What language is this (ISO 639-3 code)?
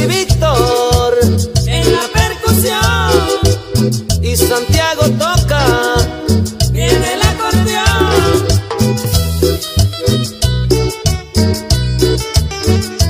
spa